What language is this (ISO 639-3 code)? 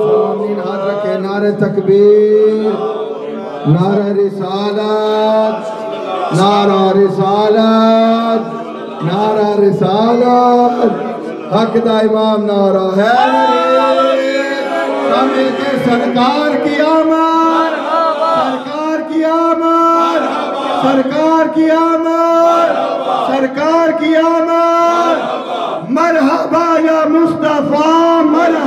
urd